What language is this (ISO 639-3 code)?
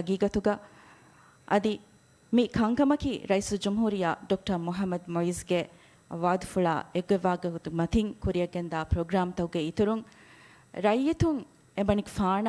div